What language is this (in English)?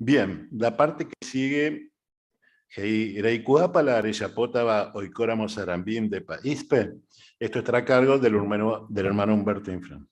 Guarani